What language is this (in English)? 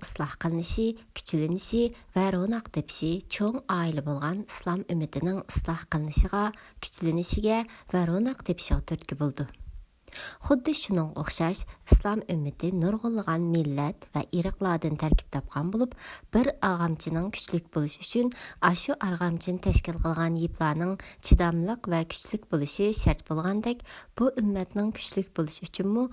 Uyghur